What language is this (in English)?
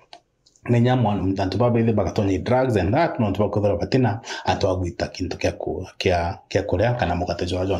Meru